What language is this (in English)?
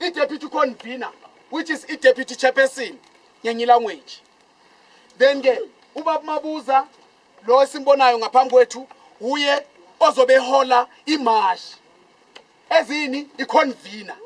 Zulu